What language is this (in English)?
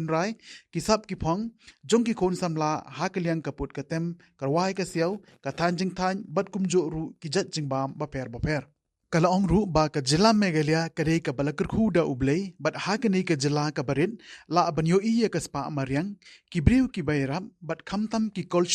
Khasi